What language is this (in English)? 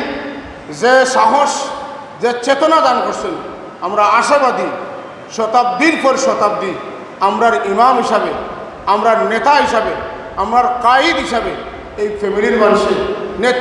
Sylheti